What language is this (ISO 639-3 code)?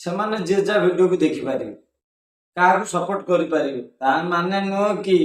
ori